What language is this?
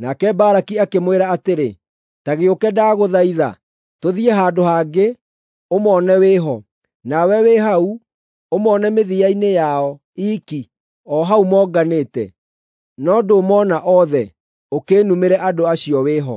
Kikuyu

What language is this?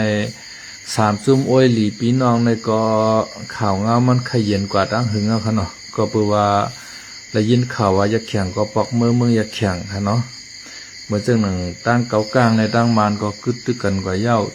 Shan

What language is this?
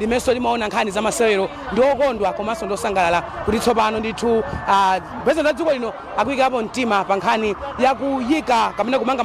Nyanja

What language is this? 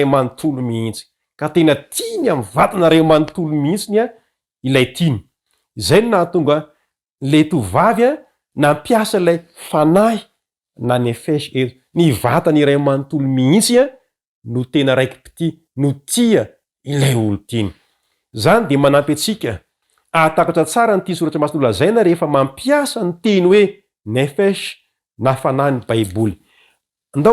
Malagasy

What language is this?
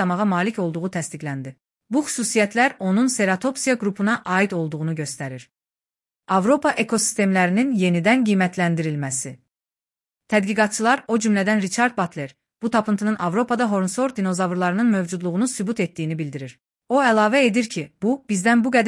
Azerbaijani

